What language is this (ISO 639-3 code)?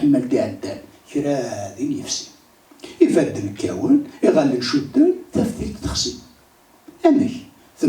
kab